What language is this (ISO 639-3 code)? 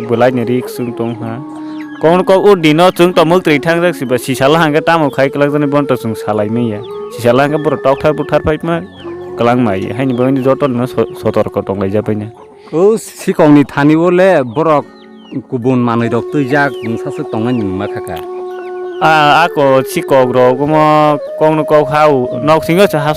trp